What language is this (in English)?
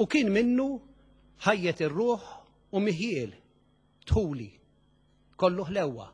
Maltese